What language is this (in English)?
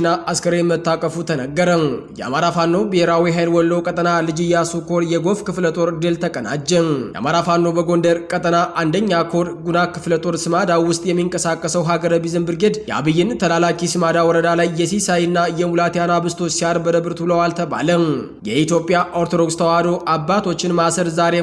Amharic